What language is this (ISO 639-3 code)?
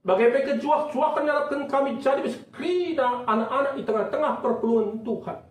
btx